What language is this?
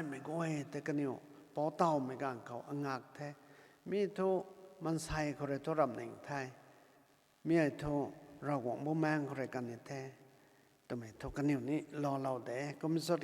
Rongmei Naga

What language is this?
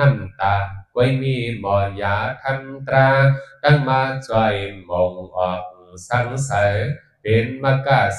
Shan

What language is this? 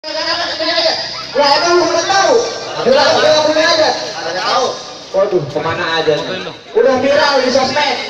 Betawi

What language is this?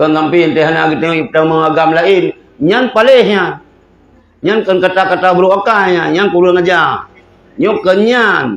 Achinese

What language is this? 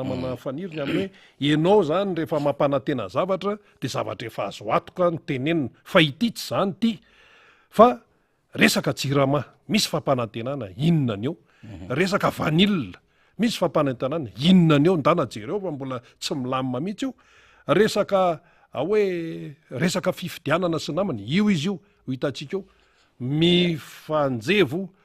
Malagasy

